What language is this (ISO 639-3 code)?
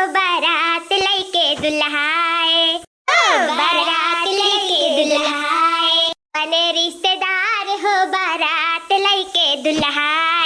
awa